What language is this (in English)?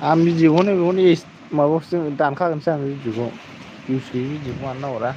Bodo